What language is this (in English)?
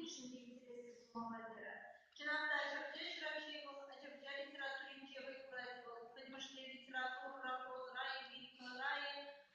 Chuvash